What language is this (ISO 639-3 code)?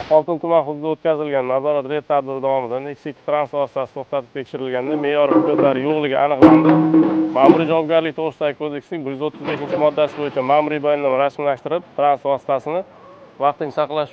uzb